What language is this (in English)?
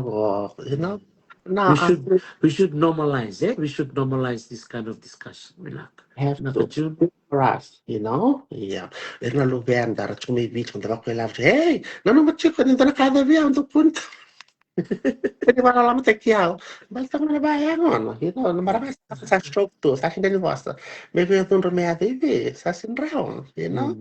Fijian